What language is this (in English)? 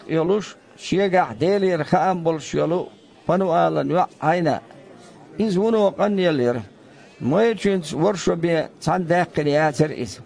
Chechen